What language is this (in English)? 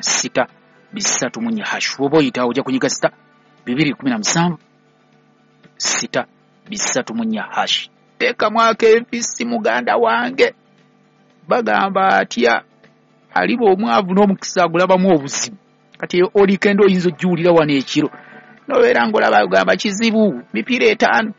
Ganda